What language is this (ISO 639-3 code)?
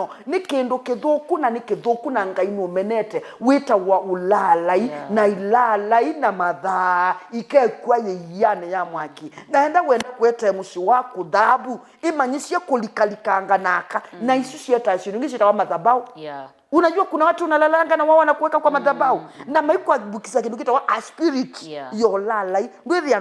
kam